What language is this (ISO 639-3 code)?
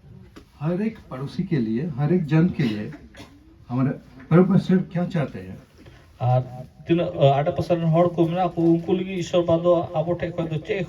sat